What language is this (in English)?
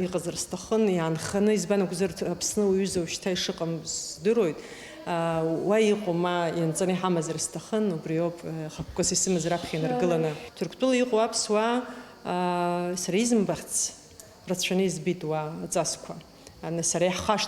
Abkhazian